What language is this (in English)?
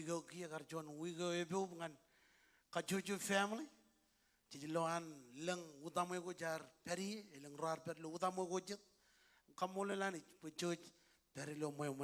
Marshallese